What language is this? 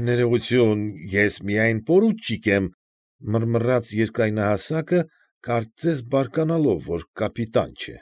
Armenian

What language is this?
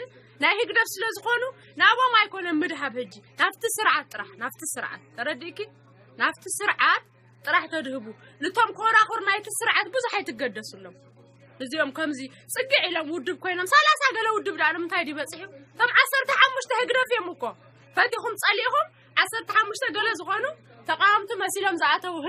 Tigrinya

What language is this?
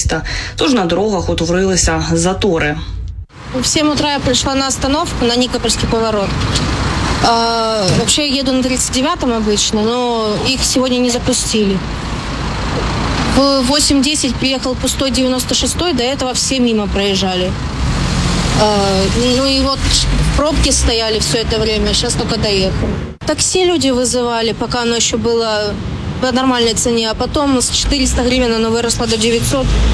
Ukrainian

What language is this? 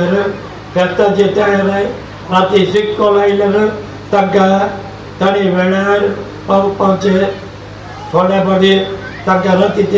Konkani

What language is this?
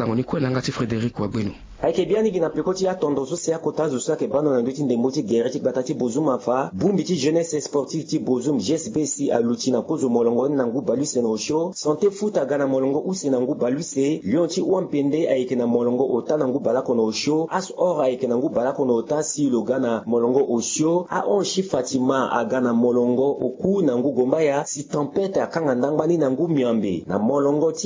Sango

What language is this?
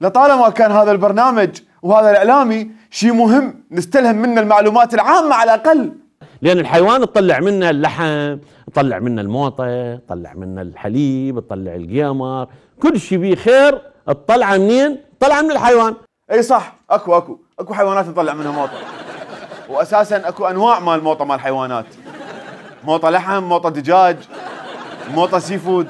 Mesopotamian Arabic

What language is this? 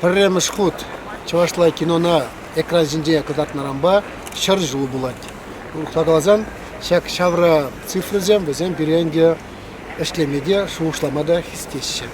Chuvash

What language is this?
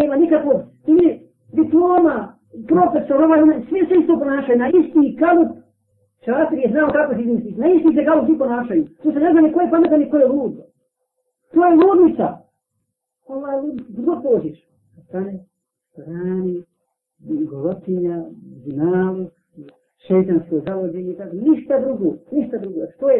Bosnian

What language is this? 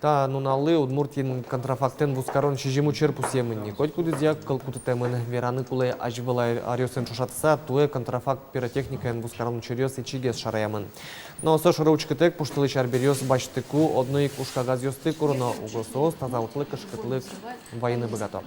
Udmurt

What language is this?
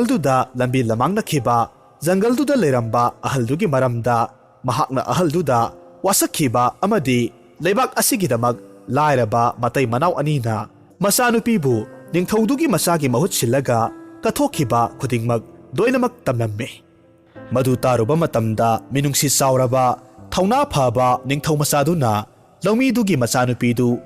Manipuri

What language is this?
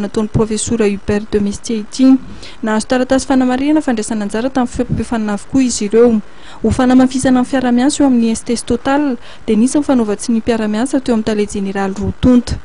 Malagasy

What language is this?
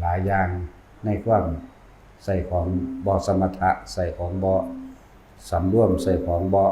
Northeastern Thai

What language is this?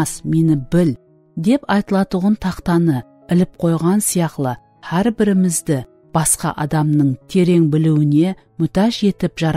Kara-Kalpak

